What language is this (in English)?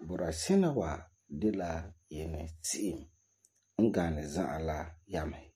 Frafra